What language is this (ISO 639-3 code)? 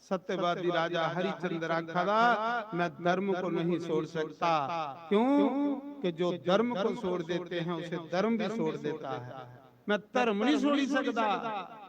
doi